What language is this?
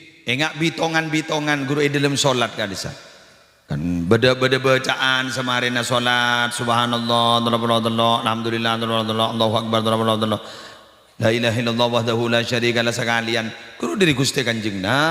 Madurese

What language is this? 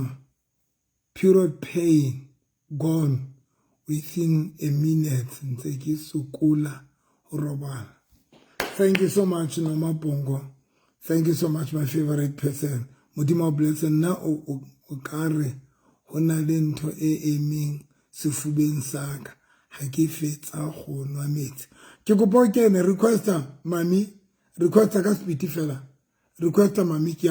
Southern Sotho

